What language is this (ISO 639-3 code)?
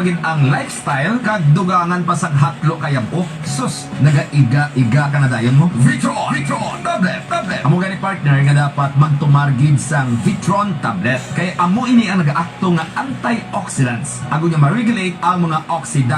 hil